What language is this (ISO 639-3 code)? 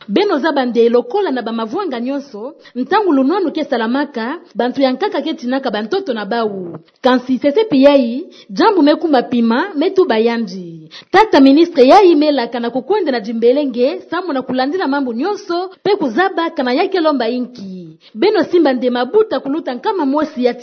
ktu